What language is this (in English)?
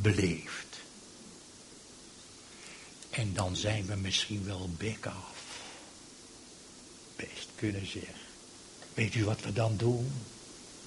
Dutch